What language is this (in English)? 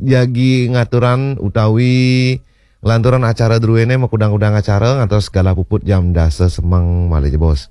Balinese